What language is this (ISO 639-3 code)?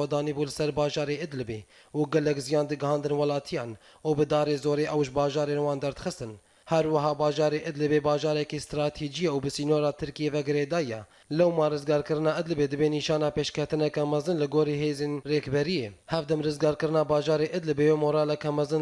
kur